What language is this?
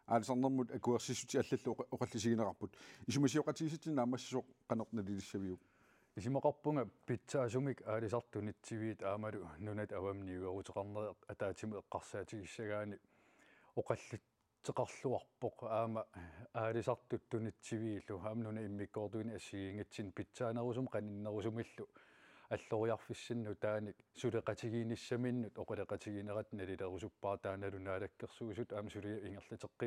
Kalaallisut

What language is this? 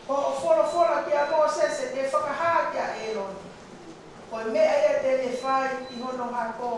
Tongan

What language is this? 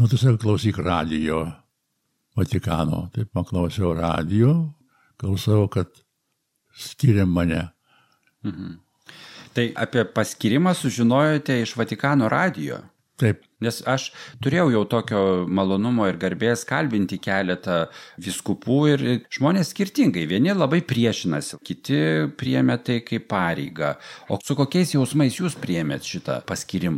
Lithuanian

